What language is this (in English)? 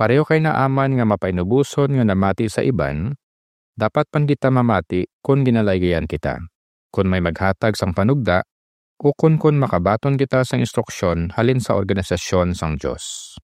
Hiligaynon